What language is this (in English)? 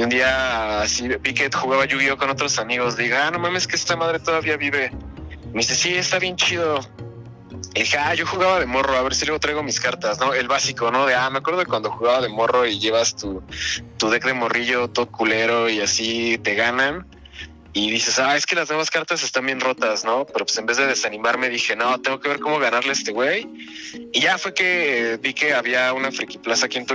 Spanish